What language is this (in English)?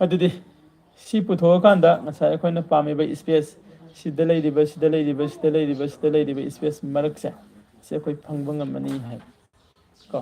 Manipuri